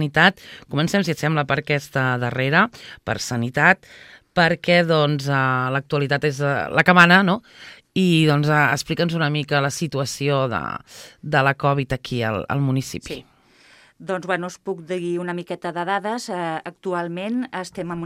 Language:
Catalan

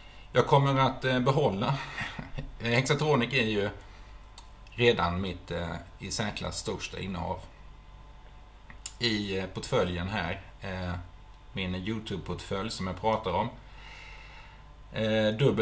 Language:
Swedish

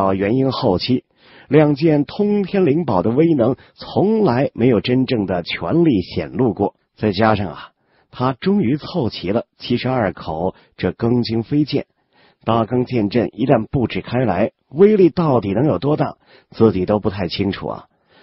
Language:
Chinese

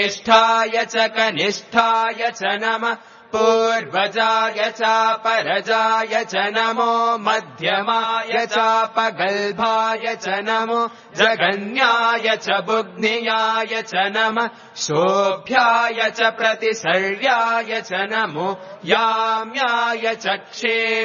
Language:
Sanskrit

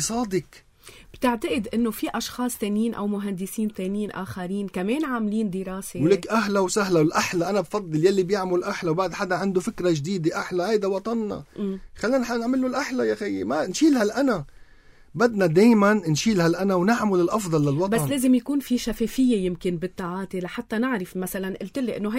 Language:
North Levantine Arabic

